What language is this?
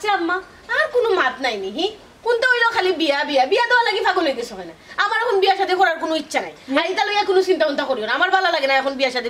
Sylheti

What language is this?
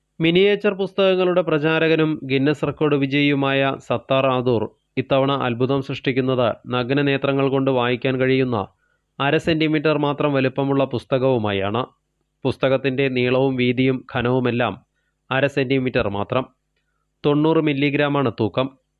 Malayalam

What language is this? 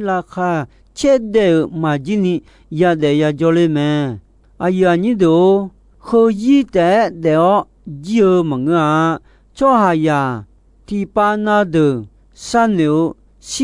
Akha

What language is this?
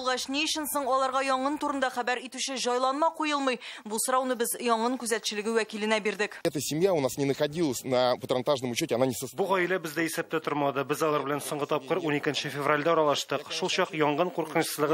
Tatar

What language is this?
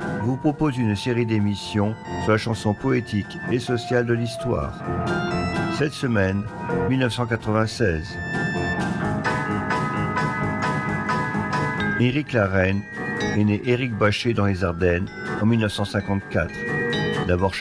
French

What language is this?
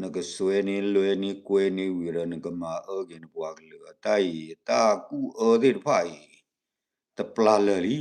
S'gaw Karen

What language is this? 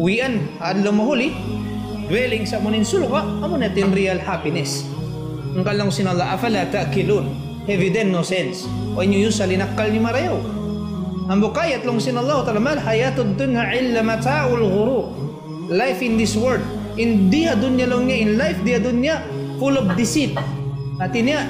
Tausug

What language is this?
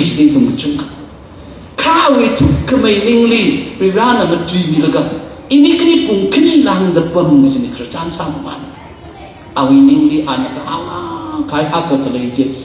Tangkhul Naga (India)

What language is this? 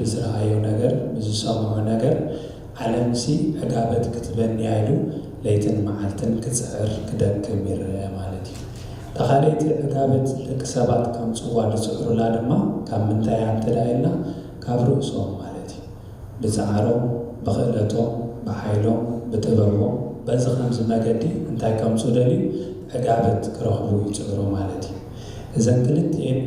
Tigrinya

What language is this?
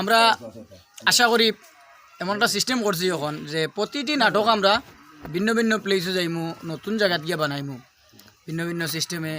Sylheti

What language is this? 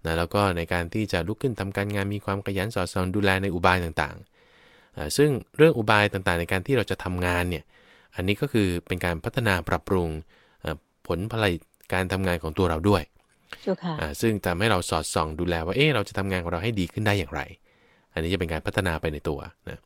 Thai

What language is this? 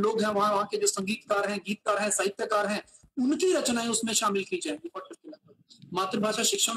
Hindi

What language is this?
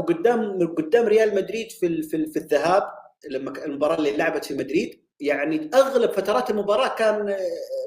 Egyptian Arabic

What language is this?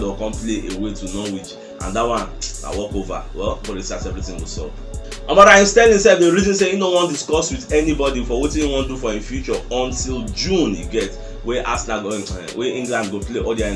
Nigerian Pidgin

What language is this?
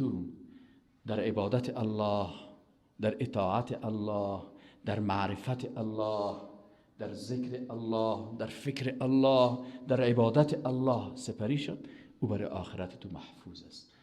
Persian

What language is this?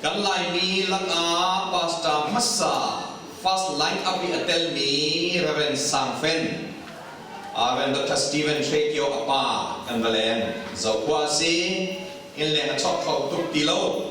Hakha Chin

